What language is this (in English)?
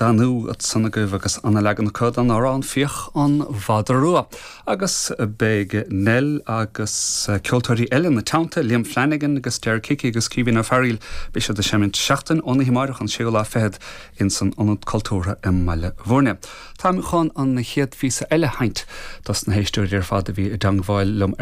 Irish